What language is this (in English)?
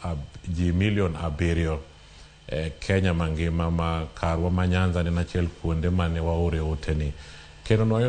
Luo (Kenya and Tanzania)